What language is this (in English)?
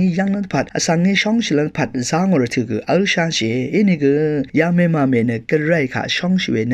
Rawang